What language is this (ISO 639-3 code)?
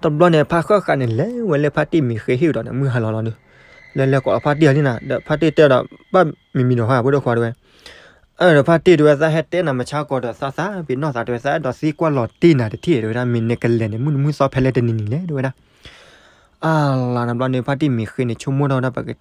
ksw